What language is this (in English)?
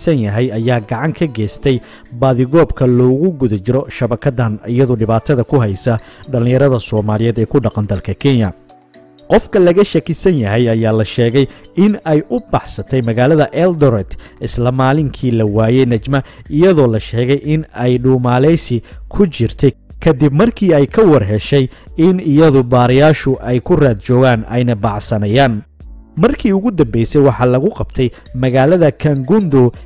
Somali